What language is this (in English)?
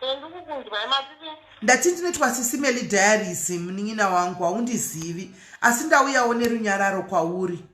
Shona